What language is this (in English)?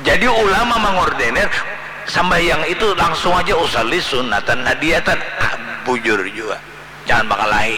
Banjar